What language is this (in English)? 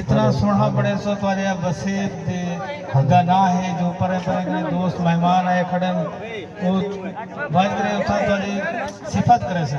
Saraiki